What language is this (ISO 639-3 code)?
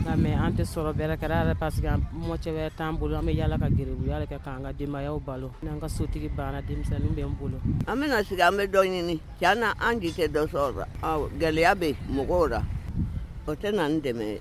bam